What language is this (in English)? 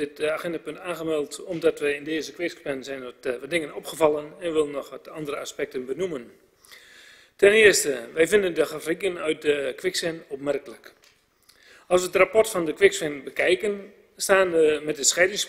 Dutch